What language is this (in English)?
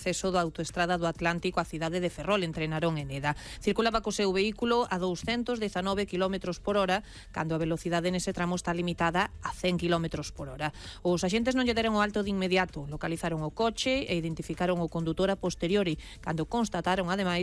Galician